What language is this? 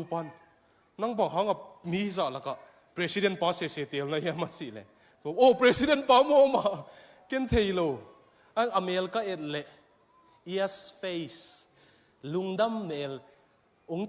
Tedim Chin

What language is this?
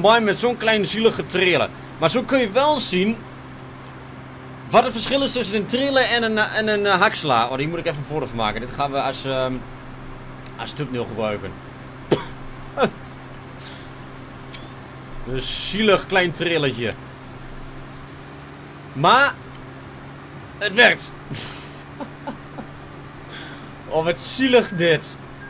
Dutch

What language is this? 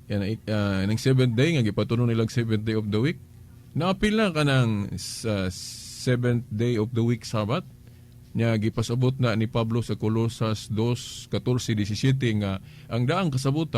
Cebuano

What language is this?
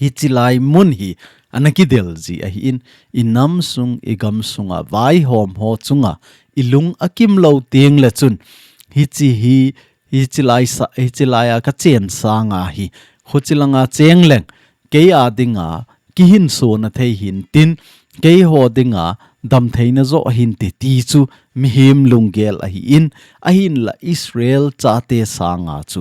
Thado Chin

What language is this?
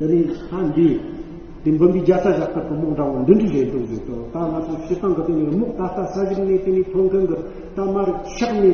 Tibetan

